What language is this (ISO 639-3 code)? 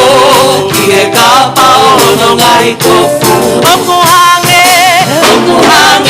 ton